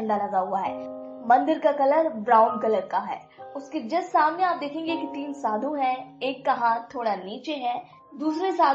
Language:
Hindi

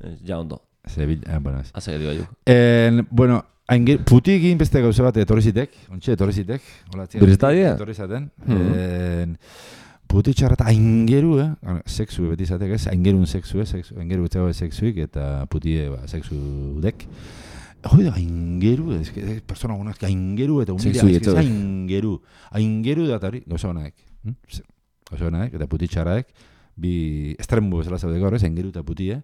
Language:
Basque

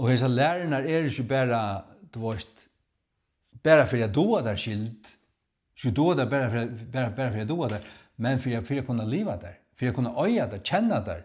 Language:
Faroese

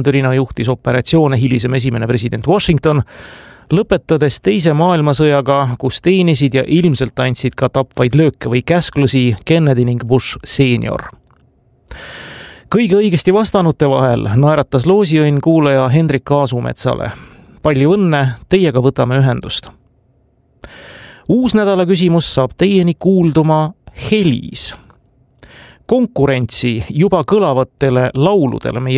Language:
Estonian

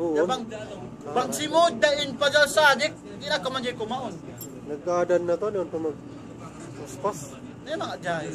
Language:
Tausug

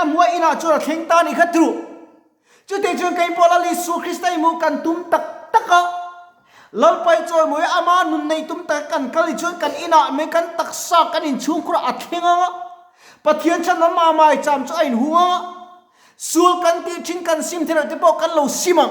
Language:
Mizo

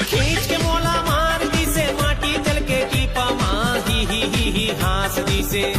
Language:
Chhattisgarhi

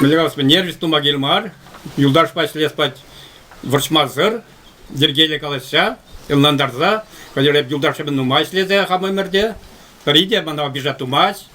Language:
Chuvash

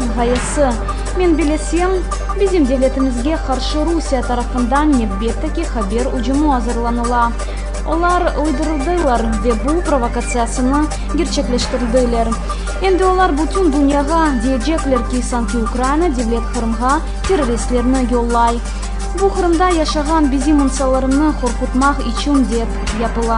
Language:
Crimean Tatar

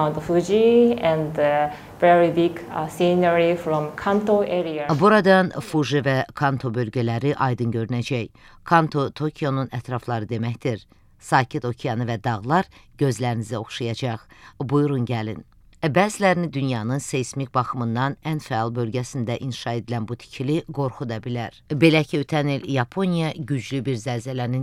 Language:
Azerbaijani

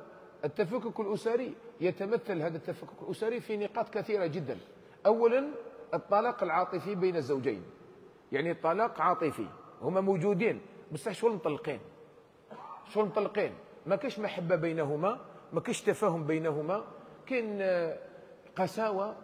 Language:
Algerian Arabic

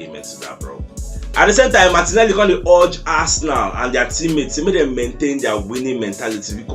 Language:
Nigerian Pidgin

